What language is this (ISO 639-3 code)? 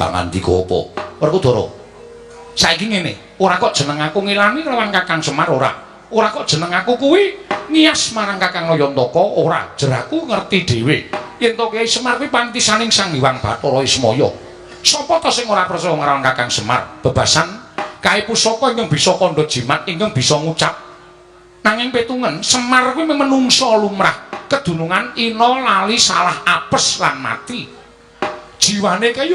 jav